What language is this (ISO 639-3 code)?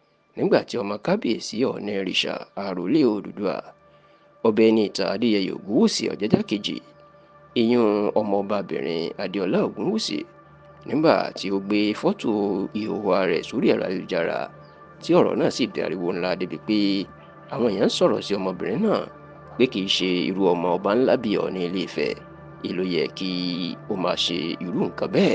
yor